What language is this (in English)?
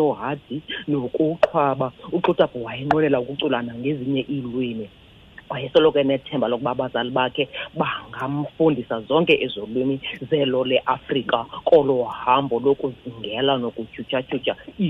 Xhosa